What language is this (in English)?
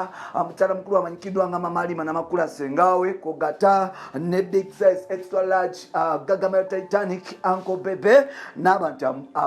Ganda